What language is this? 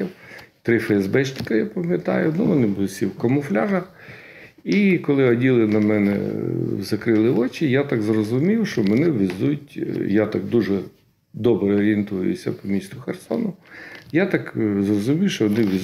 Ukrainian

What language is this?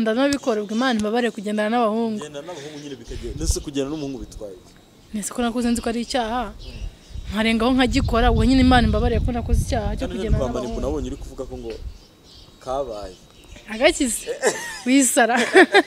Kinyarwanda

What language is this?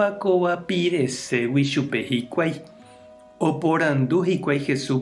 Guarani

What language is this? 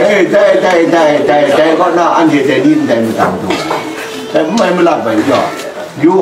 Kachin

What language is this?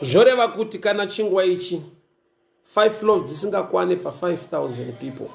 Shona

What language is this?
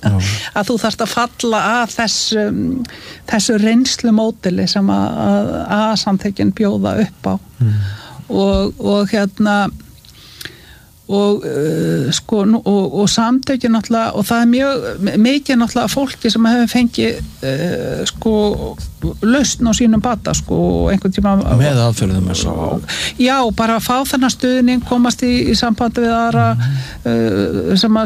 Icelandic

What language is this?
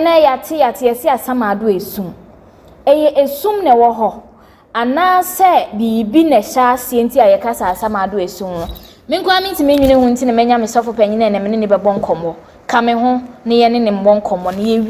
Akan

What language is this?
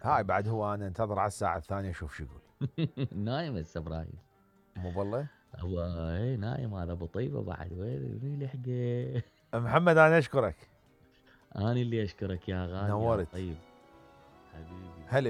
Mesopotamian Arabic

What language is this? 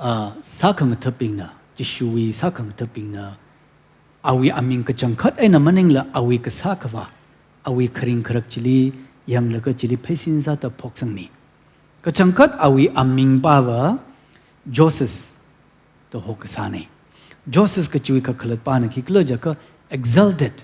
Tangkhul Naga (India)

